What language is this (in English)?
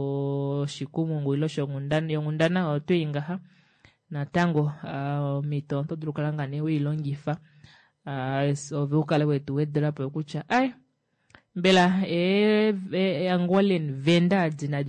Kuanyama